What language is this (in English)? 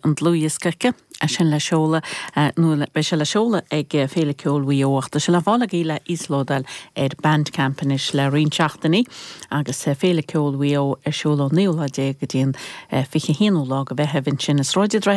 Irish